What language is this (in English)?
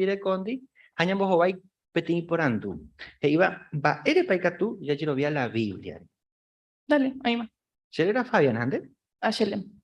Guarani